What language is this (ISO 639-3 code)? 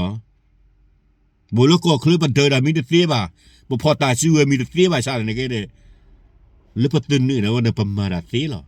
ksw